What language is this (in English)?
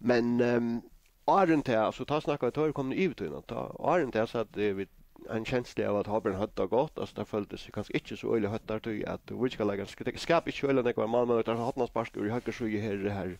Faroese